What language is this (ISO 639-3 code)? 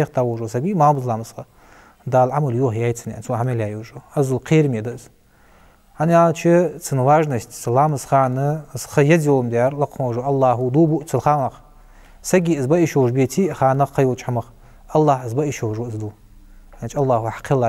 inh